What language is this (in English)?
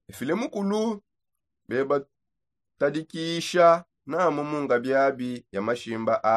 Songe